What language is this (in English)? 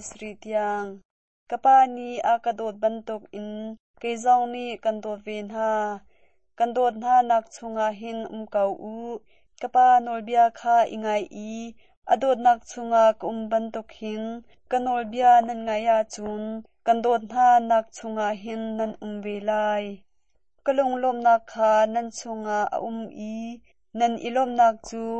Hakha Chin